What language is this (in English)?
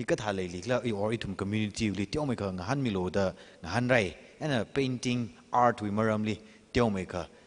Tangkhul Naga (India)